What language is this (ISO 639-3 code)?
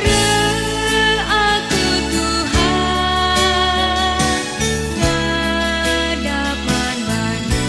btx